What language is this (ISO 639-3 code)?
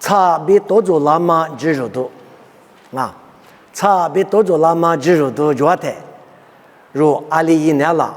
lis